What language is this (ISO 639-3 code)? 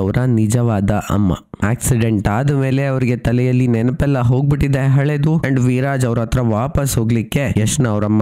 kan